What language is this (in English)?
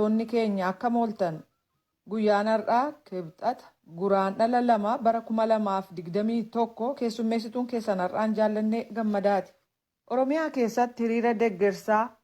Oromo